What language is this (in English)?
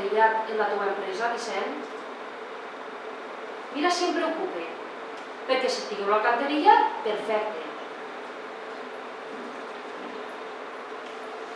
Catalan